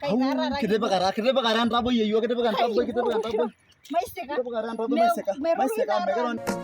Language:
Masai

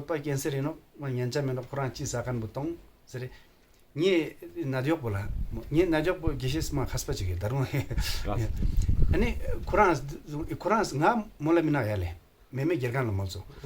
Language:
Ladakhi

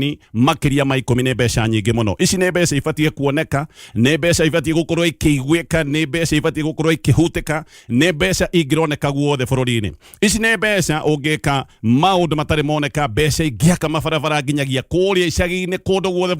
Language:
Kikuyu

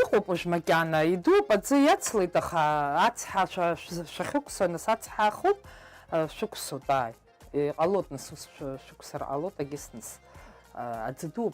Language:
Abkhazian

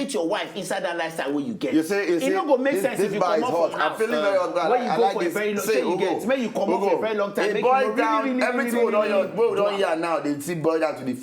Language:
Nigerian Pidgin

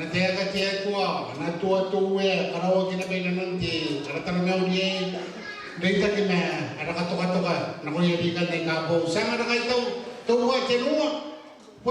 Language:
Gilbertese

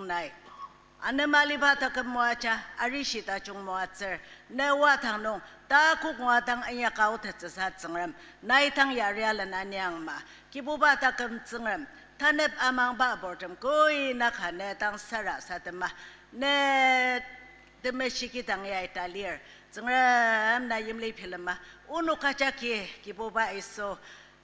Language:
Ao Naga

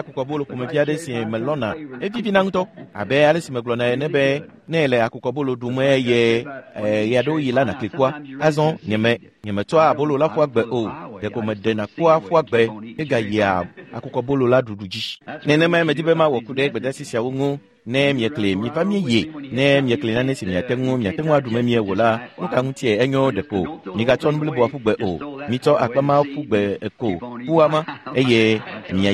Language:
Ewe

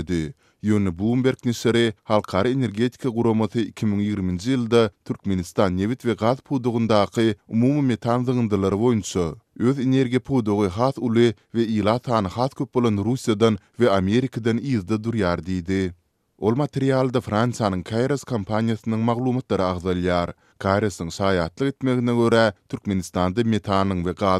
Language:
Turkmen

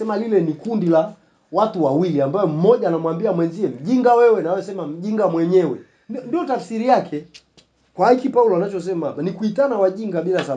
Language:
Swahili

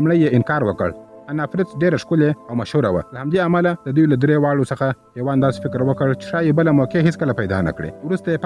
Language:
Pashto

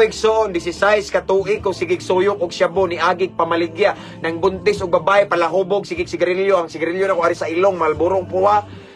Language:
Cebuano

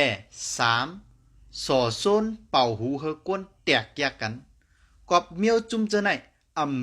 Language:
Shan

